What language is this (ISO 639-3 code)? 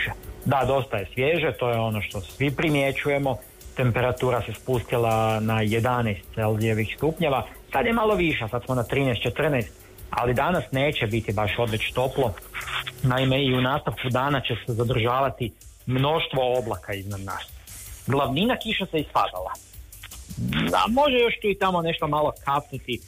hrv